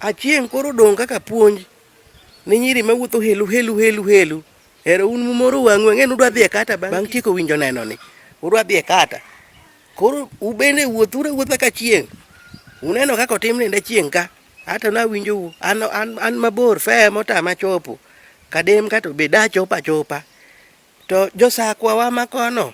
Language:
Luo (Kenya and Tanzania)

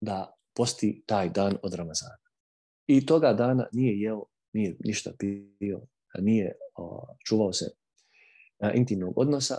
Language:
Bosnian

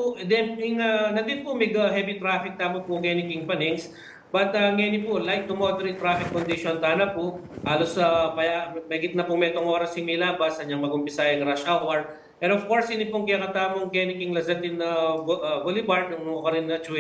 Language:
Pampanga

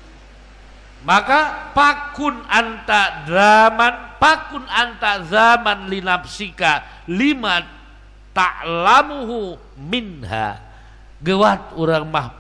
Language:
Sundanese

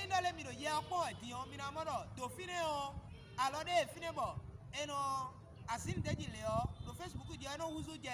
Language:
Fon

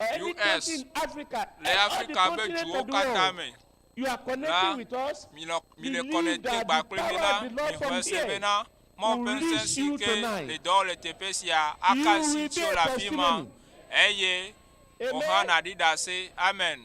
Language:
Ewe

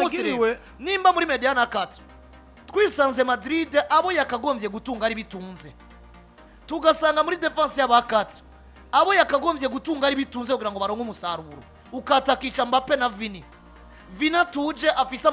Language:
Rundi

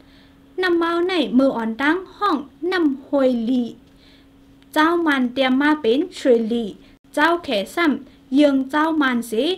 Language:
Thai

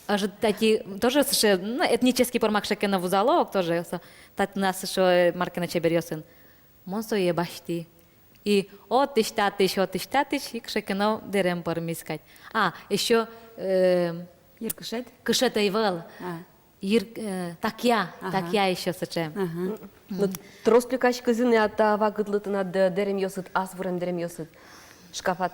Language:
Udmurt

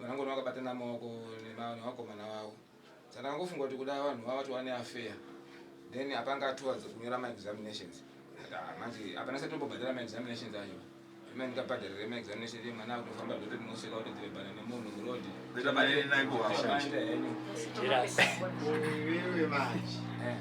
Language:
Shona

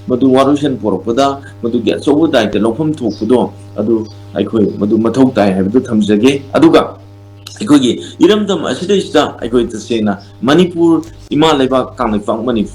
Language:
Manipuri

